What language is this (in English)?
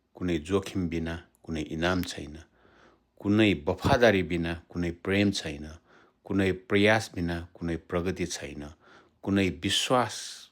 Nepali